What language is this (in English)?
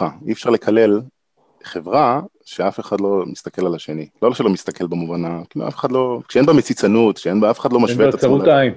Hebrew